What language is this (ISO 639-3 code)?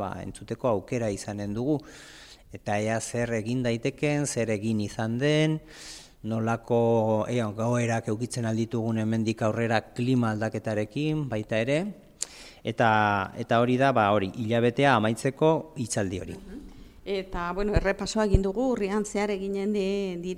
eus